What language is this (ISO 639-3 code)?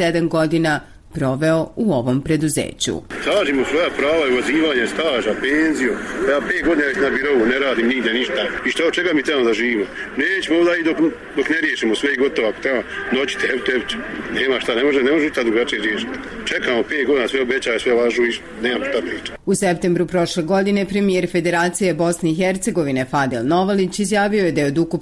bos